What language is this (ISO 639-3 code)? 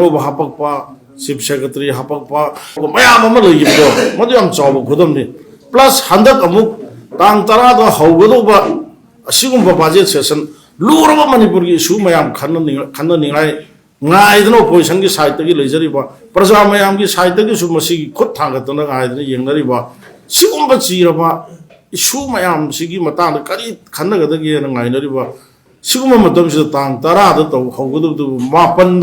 mni